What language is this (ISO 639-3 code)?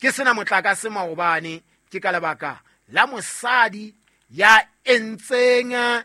sot